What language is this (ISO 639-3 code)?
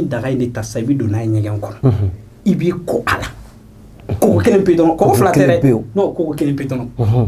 bam